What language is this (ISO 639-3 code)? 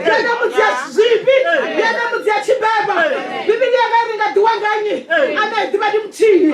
ven